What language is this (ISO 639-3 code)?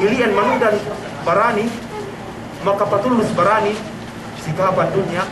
yka